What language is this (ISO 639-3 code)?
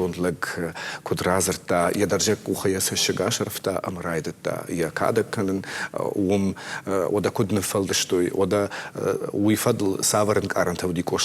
oss